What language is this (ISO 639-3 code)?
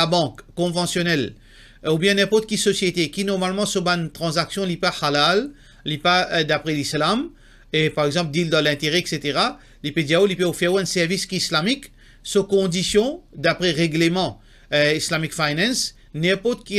mfe